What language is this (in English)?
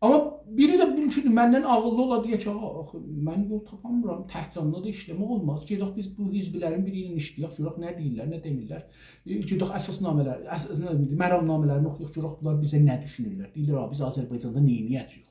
South Azerbaijani